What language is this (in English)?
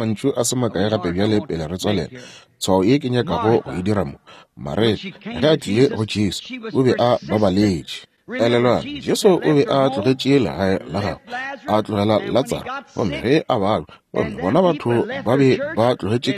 Northern Sotho